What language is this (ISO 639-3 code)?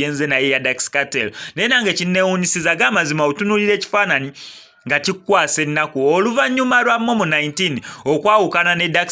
lug